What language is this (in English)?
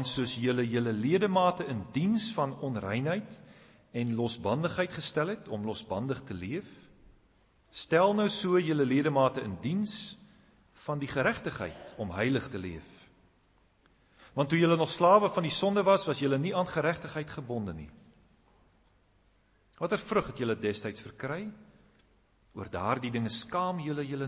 Afrikaans